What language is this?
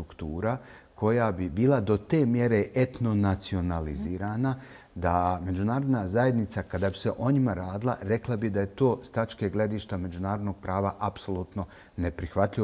Bosnian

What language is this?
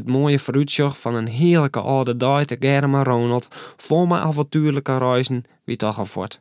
Western Frisian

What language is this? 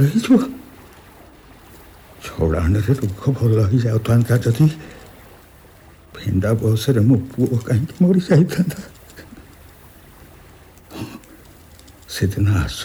Odia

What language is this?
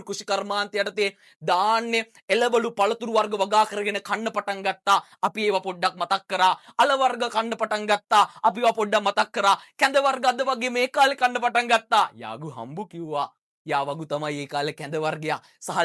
Sinhala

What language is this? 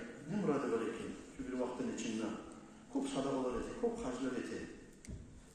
Kumyk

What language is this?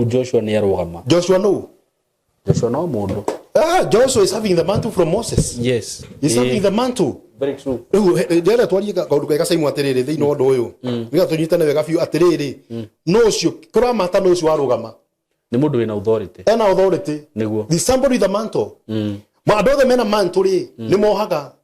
Kikuyu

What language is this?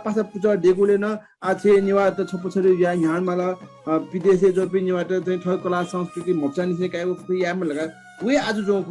Newari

